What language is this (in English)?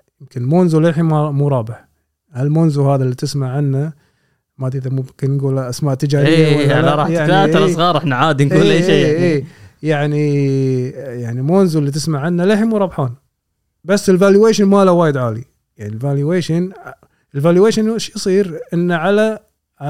Gulf Arabic